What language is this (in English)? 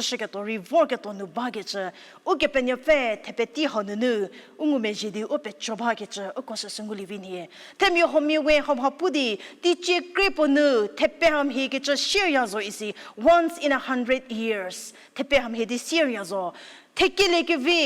Angami Naga